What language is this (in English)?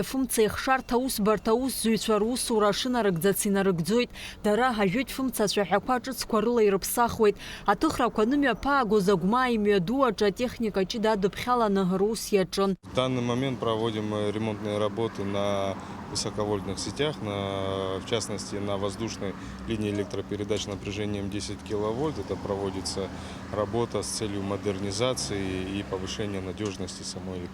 Abkhazian